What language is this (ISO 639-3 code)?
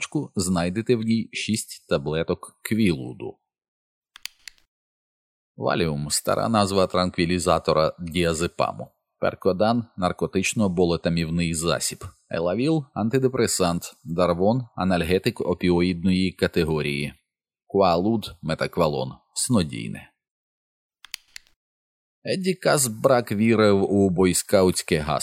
ukr